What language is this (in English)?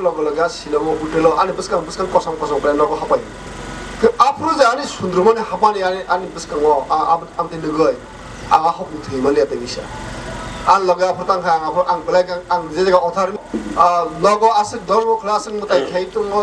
Kok Borok